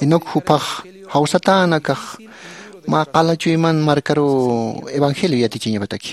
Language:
Aymara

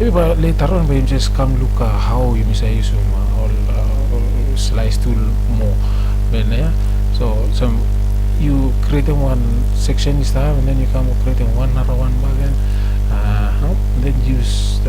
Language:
Bislama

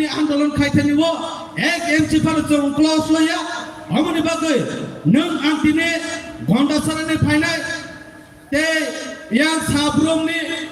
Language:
Kok Borok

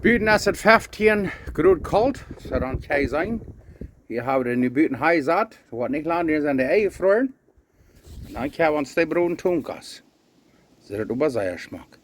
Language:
Plautdietsch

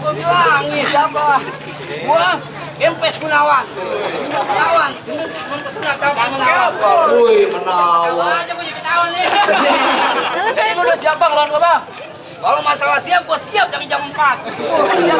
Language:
Betawi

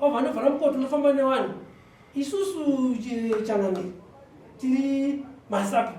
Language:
Shona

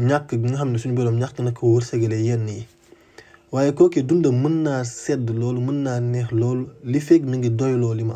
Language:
Wolof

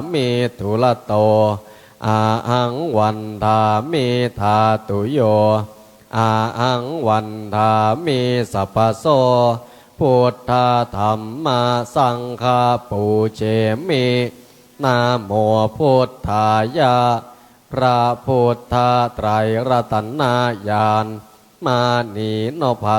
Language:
Pali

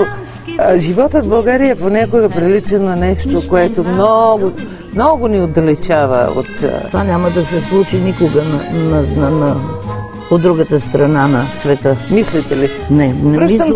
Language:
Bulgarian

